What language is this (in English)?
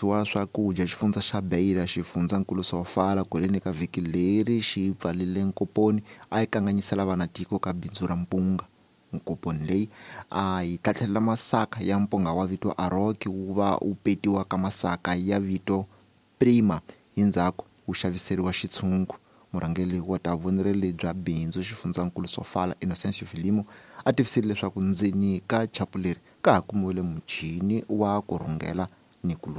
Tsonga